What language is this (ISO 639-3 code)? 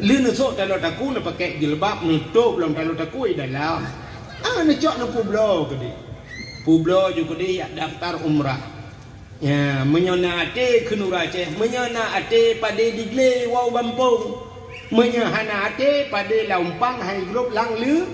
ace